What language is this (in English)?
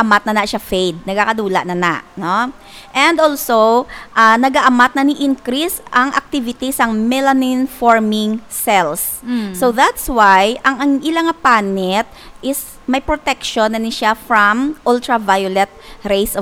Hiligaynon